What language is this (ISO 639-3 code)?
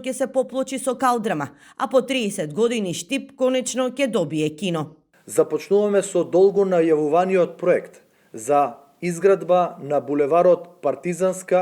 mkd